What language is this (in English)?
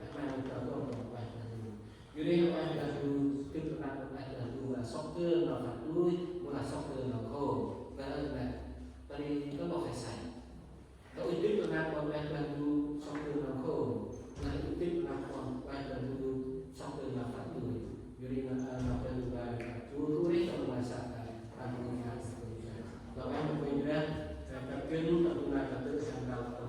Central Mnong